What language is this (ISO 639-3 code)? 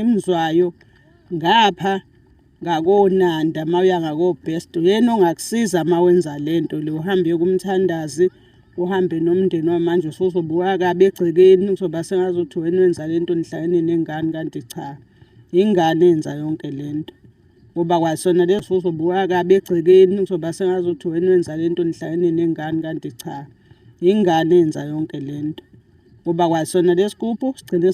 zul